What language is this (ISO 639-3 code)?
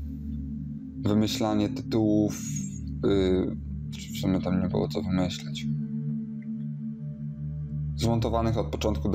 pol